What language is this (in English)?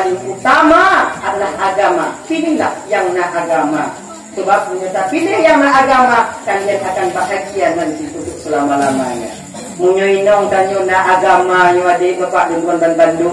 Achinese